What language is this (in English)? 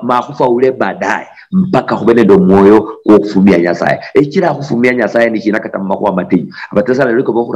Luyia